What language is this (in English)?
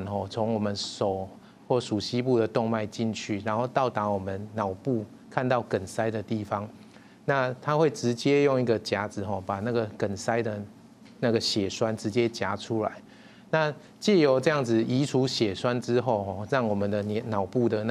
Chinese